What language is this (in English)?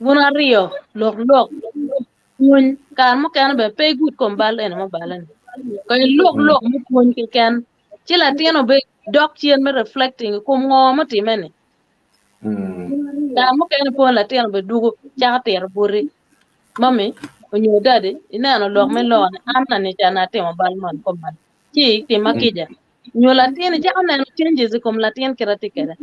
Acoli